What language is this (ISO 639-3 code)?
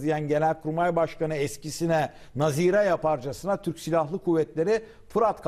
tur